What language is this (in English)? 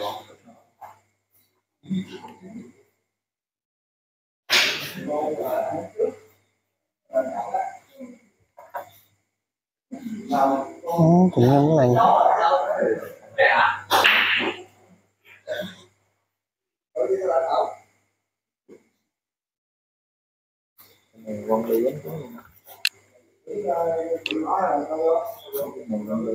Vietnamese